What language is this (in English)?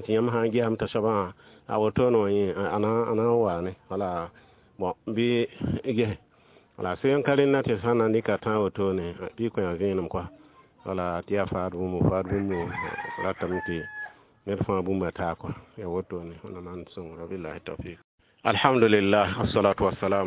Mossi